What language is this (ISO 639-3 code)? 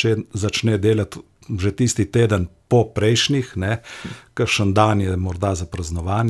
slv